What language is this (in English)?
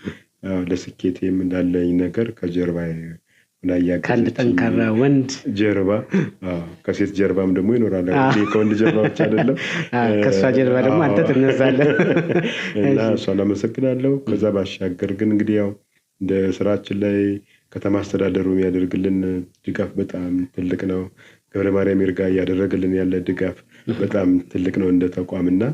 Amharic